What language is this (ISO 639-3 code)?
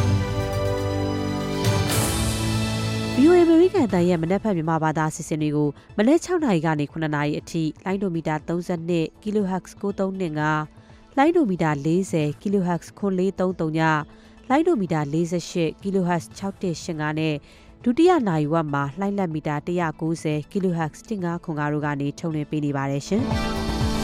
mya